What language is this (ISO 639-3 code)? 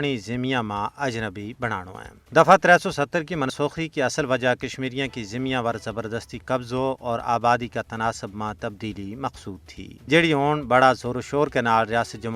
gju